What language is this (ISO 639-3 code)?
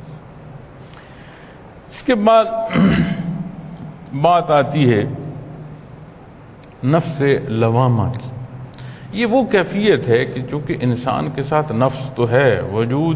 urd